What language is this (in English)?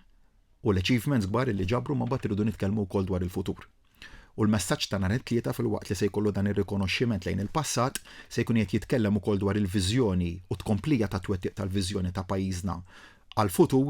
Maltese